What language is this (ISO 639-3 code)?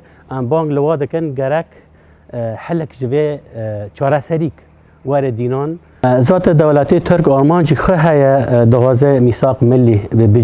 kur